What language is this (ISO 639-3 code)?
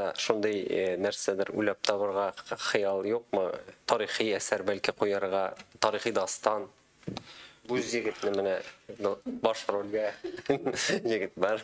tat